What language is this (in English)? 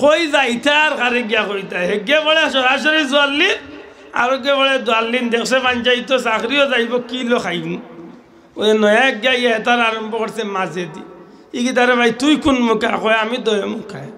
Sylheti